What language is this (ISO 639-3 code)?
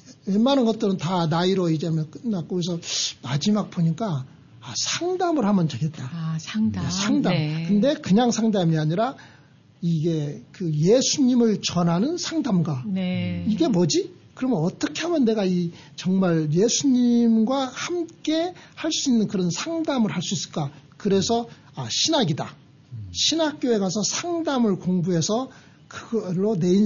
kor